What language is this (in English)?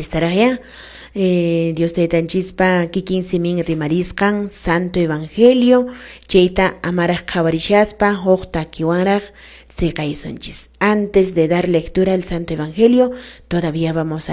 Quechua